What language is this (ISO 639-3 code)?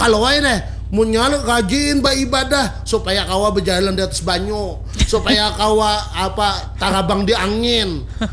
bjn